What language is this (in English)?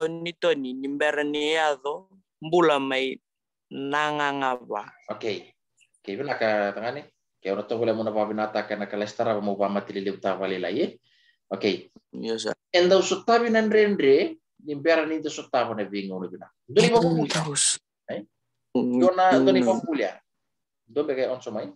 Fijian